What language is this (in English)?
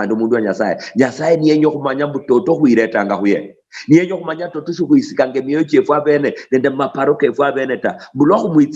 Luyia